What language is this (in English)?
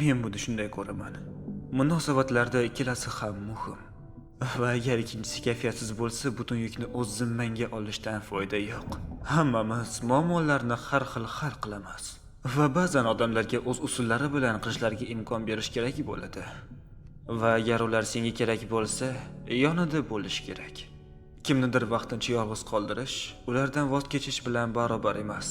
Uzbek